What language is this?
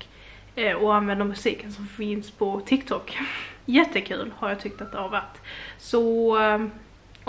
Swedish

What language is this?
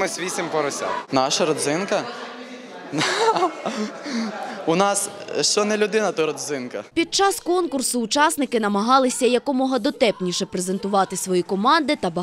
Ukrainian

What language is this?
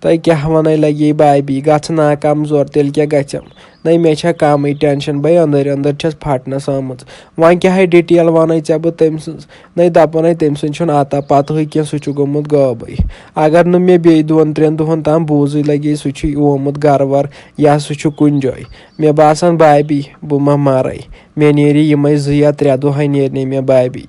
Kashmiri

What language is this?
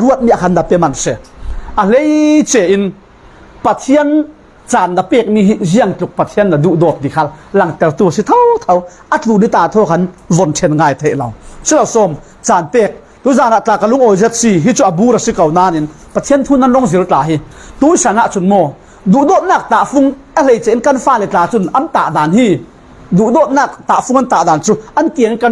Falam Chin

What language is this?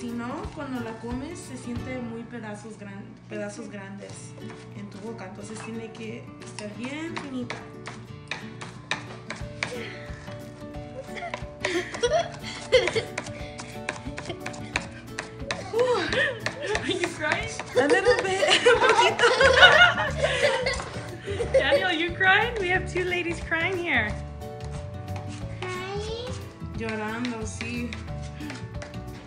Spanish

